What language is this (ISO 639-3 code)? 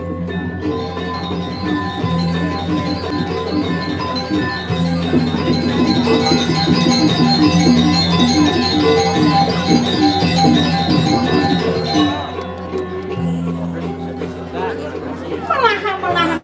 ban